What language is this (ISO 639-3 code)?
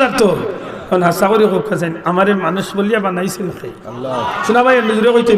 syl